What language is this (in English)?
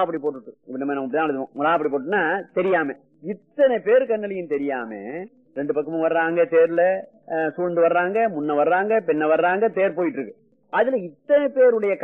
Tamil